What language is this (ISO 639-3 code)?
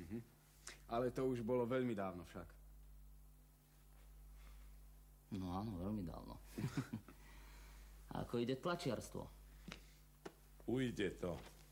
slk